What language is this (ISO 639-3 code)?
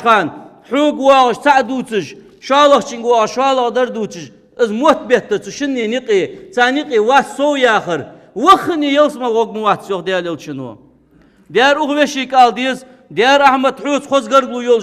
inh